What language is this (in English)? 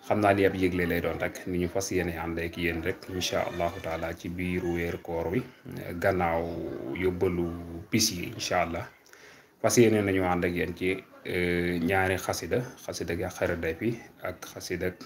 Wolof